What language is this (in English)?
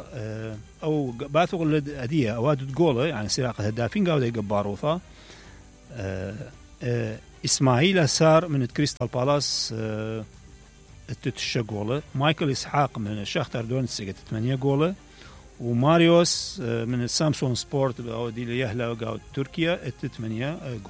Mesopotamian Arabic